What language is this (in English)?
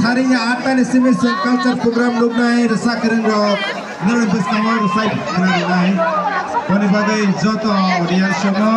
Kok Borok